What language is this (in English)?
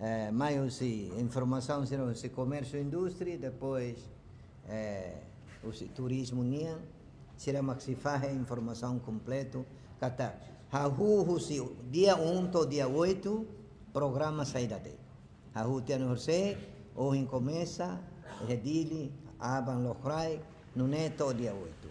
Tetum